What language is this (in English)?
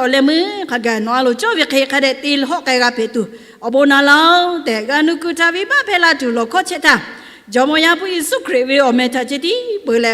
Lahu